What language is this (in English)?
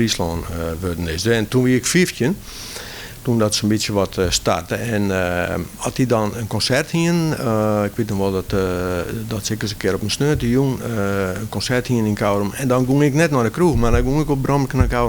Western Frisian